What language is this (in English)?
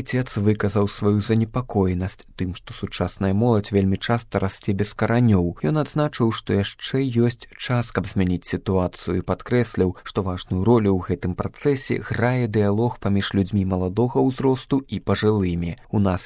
Belarusian